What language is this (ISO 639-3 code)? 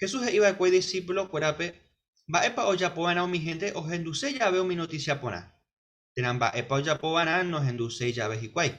grn